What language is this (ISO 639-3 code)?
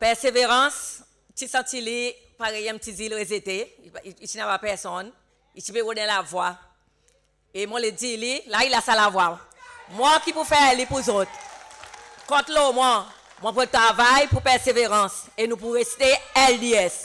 crs